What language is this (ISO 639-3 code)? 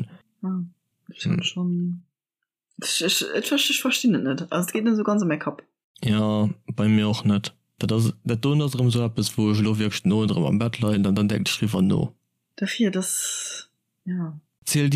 ltz